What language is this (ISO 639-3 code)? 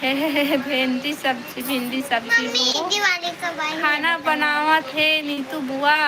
hne